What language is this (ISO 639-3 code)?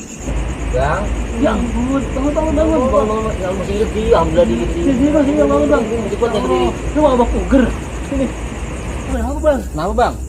bew